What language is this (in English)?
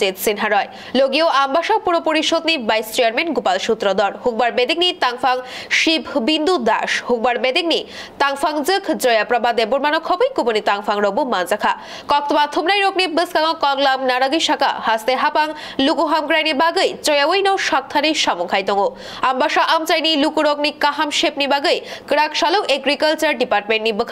Kok Borok